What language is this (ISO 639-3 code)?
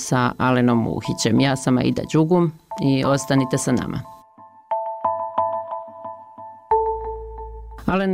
bos